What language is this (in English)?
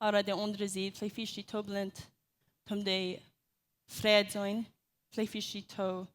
Plautdietsch